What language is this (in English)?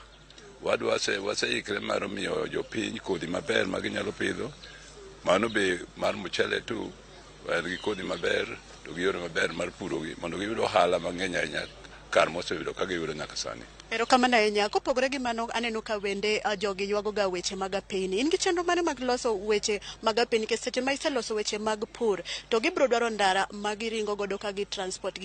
Luo (Kenya and Tanzania)